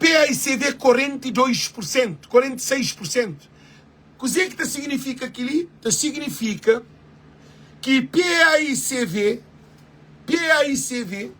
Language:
Kabuverdianu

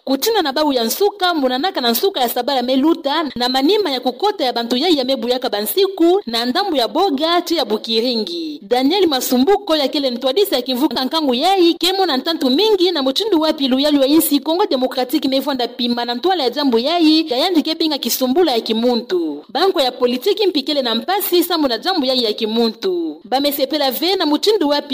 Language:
Kituba (Democratic Republic of Congo)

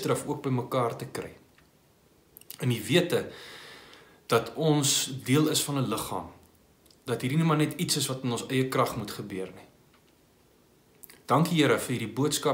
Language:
Afrikaans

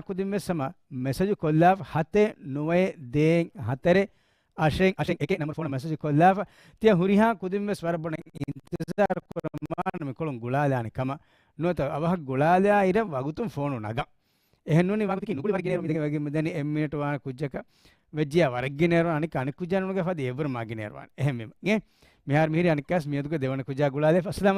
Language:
Divehi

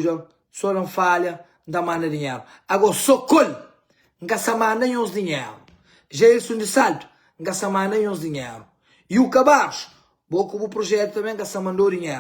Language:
Kabuverdianu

